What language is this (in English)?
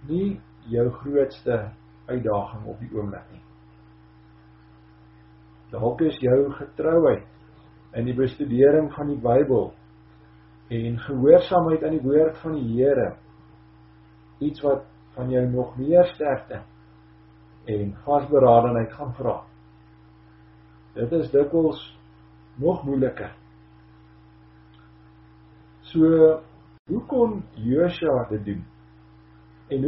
Afrikaans